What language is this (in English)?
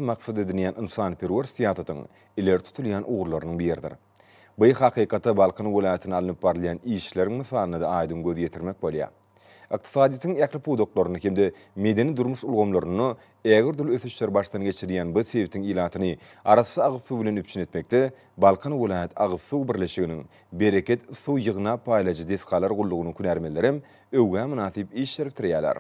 Turkmen